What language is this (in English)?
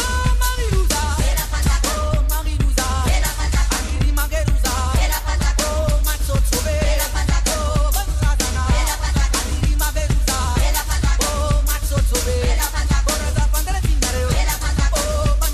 Morisyen